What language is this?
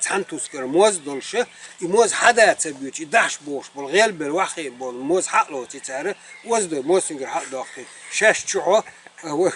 Chechen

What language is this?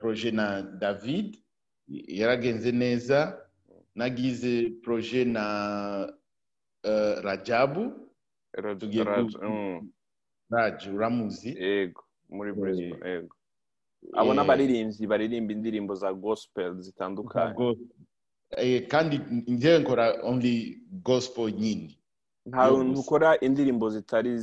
Rundi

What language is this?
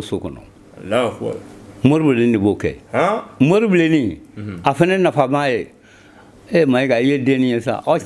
Bambara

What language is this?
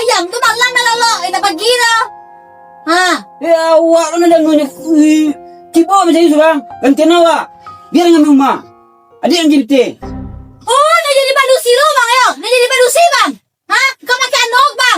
Minangkabau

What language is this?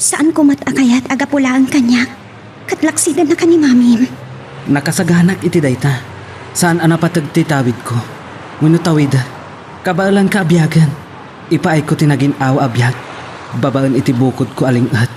Iloko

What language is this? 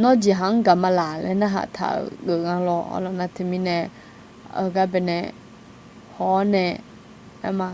Akha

